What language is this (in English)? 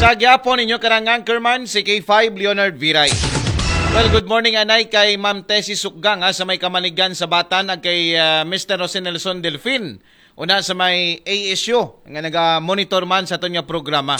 Aklanon